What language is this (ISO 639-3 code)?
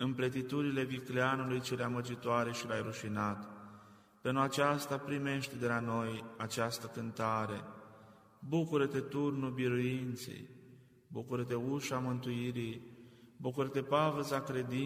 ron